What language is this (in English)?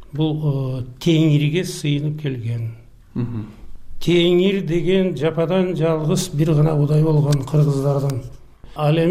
Kyrgyz